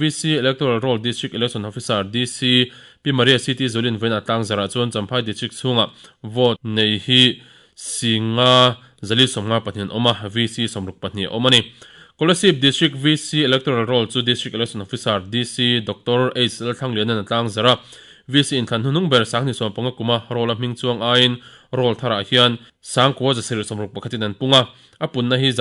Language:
Mizo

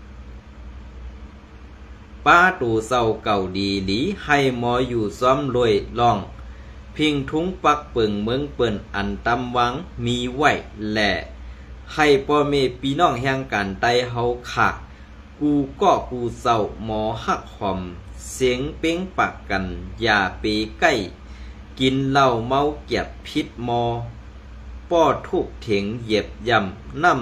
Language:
Shan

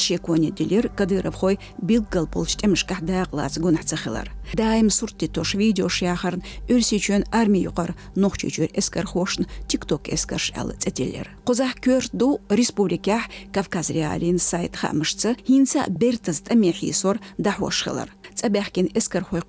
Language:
Chechen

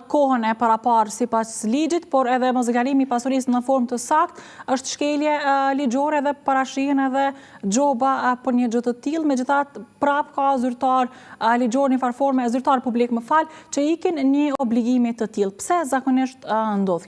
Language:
Albanian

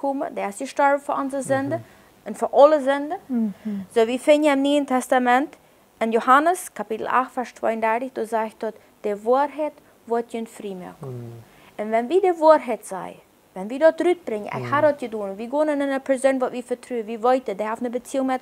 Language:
Plautdietsch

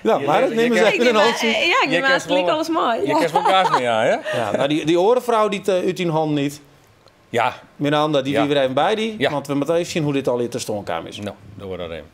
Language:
Western Frisian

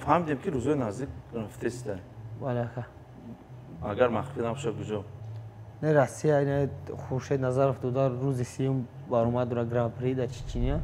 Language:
Tajik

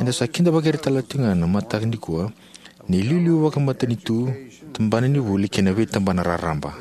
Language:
Fijian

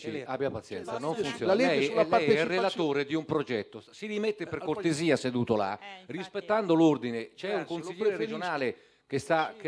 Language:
Italian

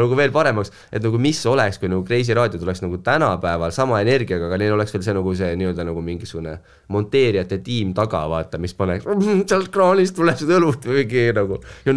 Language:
Estonian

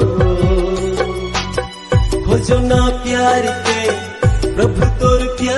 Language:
Sadri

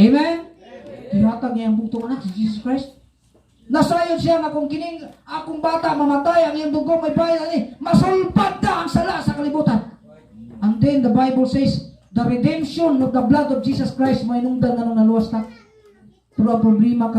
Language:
Cebuano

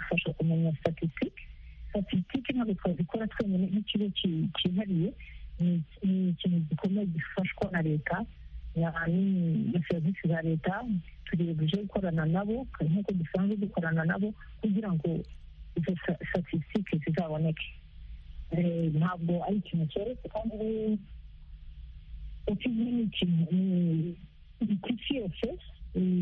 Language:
Kinyarwanda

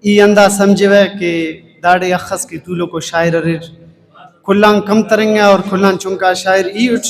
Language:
Brahui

